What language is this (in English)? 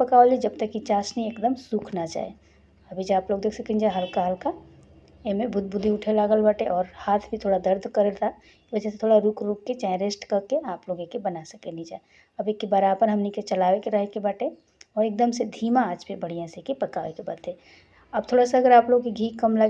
Bhojpuri